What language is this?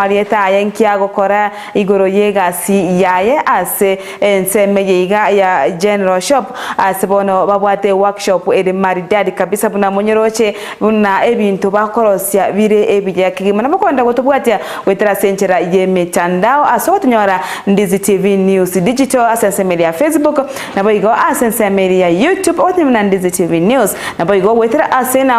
Gusii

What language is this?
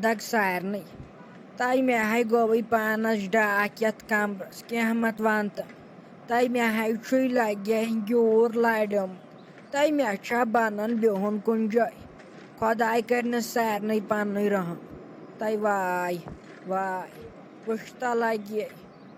Kashmiri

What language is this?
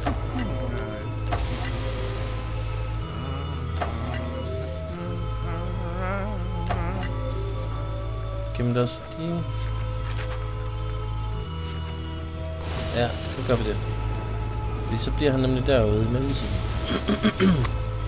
Danish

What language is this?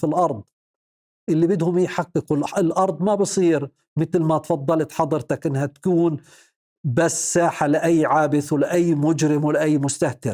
North Levantine Arabic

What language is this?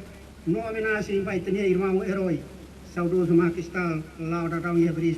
Tetum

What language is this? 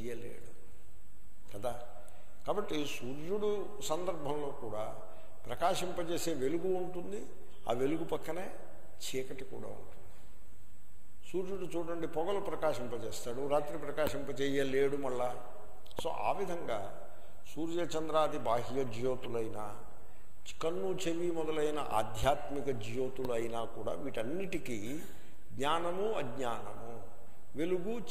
Telugu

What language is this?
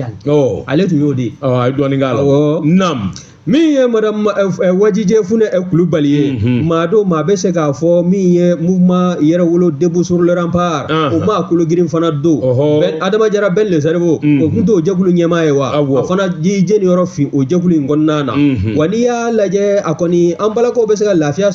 Bambara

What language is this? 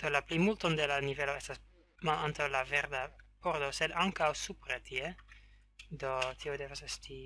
Esperanto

